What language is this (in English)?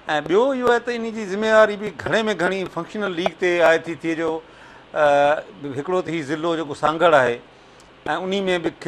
Sindhi